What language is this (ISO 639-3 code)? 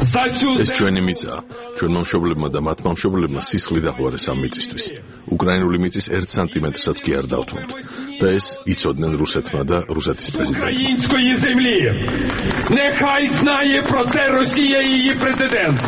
kat